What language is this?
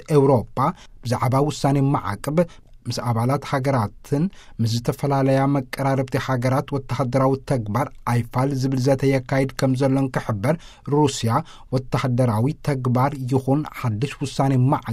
Tigrinya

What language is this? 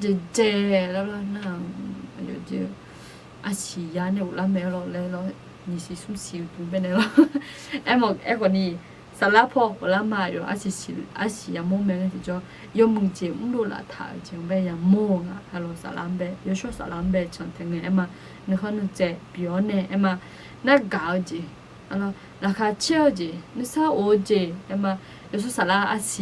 Akha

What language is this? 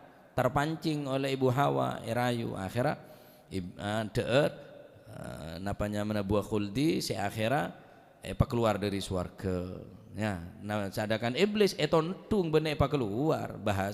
Madurese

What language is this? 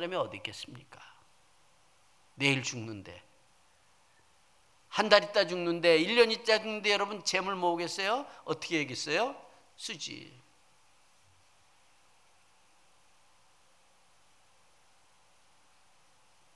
Korean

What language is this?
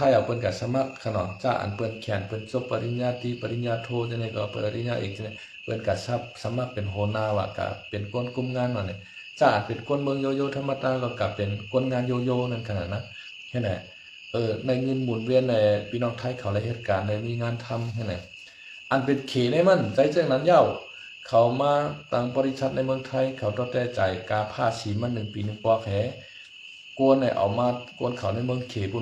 Shan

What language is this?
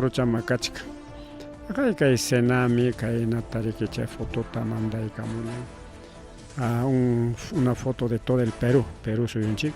Ayacucho Quechua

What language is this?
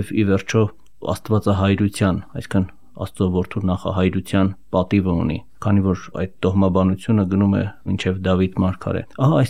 Armenian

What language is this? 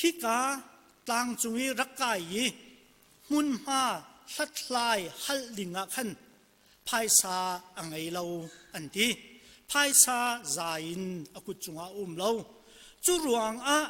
Hakha Chin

